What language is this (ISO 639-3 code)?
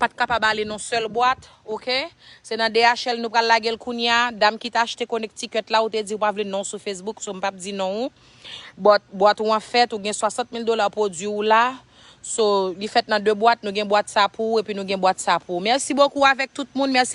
hat